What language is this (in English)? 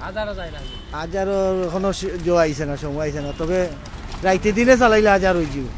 Sylheti